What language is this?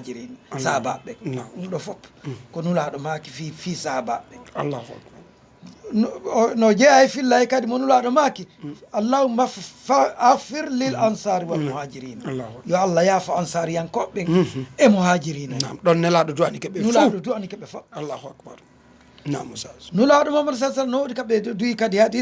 Fula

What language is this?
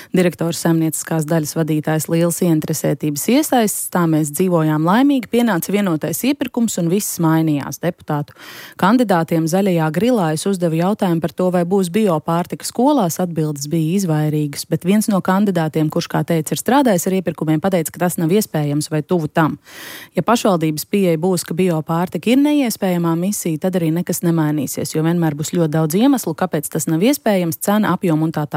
Latvian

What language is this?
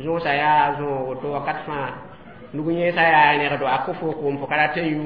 Mossi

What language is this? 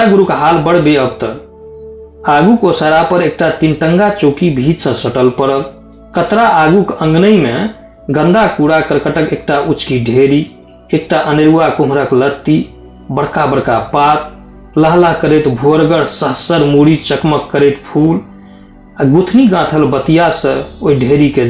Maithili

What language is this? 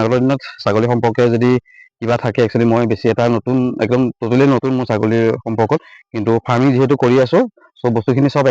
Assamese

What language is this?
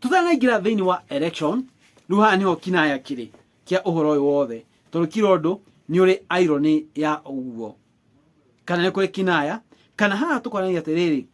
Kikuyu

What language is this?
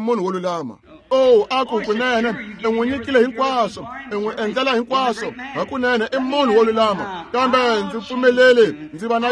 Tsonga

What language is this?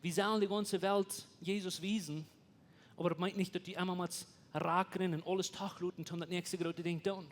Plautdietsch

